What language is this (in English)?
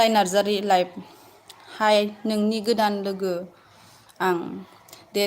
Bodo